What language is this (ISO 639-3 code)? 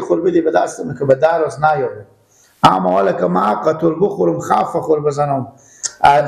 fas